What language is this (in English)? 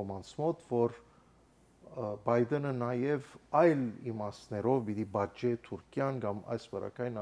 Armenian